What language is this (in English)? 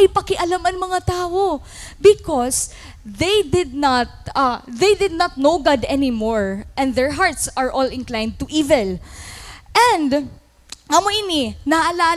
Waray